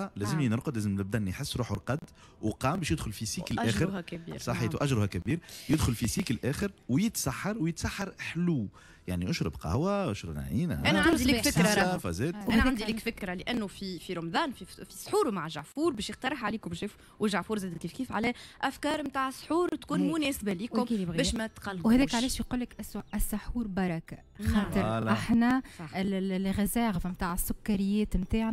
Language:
Tunisian Arabic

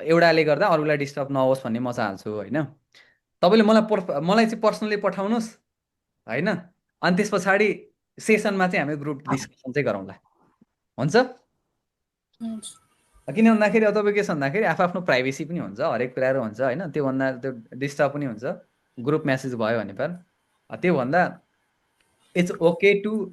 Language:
Nepali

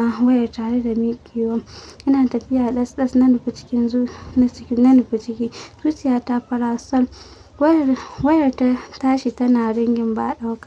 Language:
Hausa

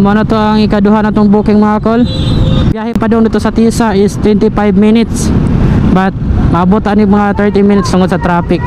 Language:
Cebuano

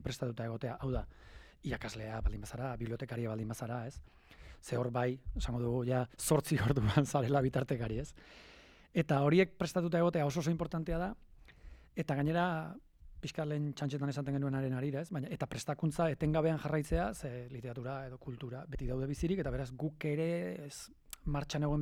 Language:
Basque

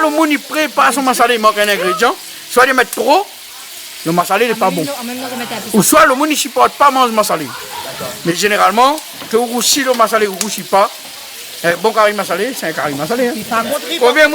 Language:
Réunion Creole French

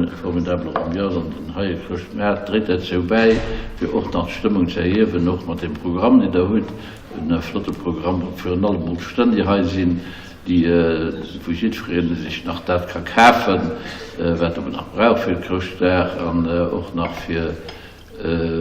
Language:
Luxembourgish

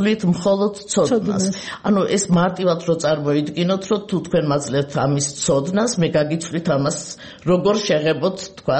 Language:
Georgian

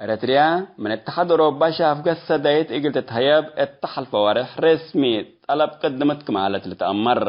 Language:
Tigre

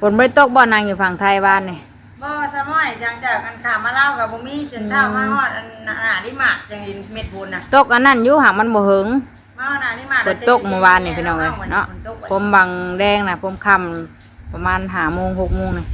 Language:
Northeastern Thai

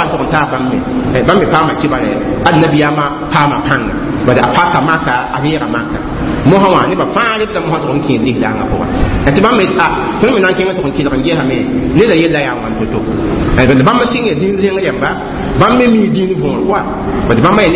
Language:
Mossi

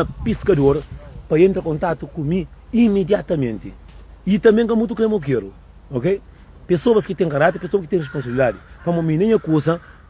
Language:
Kabuverdianu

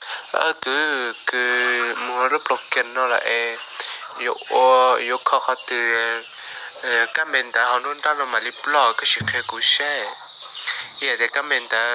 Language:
Hmong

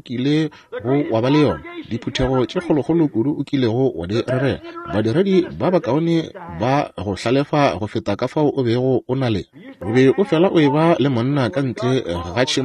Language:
Northern Sotho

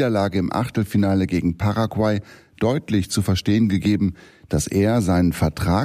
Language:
German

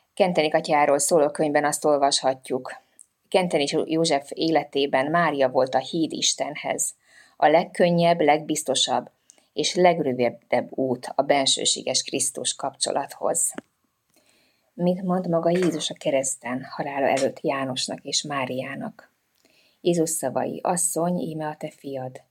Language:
Hungarian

